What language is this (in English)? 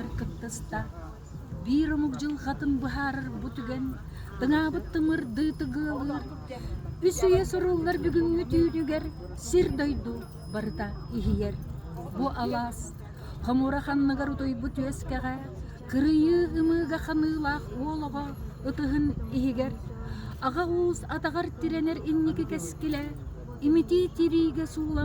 Yakut